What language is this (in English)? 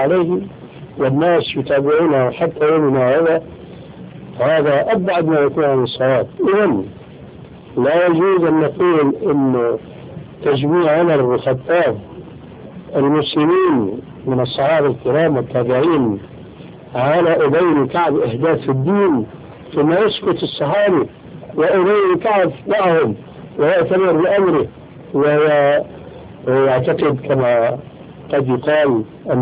Arabic